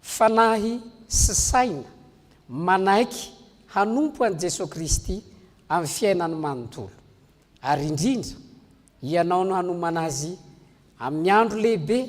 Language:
Malagasy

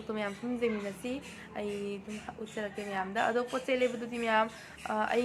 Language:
Manipuri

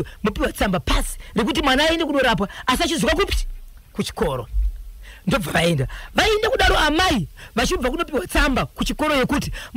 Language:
Shona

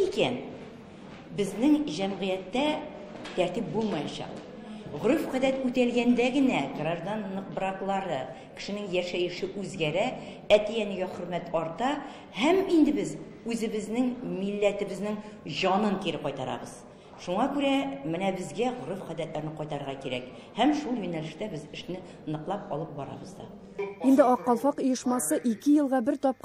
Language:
Tatar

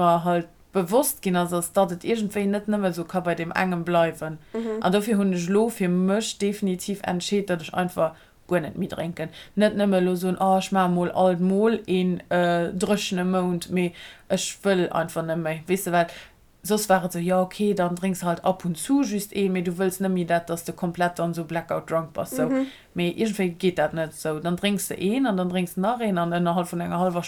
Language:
Luxembourgish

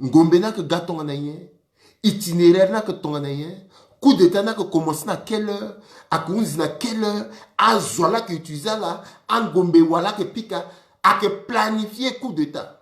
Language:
Sango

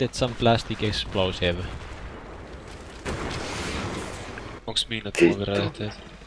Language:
Finnish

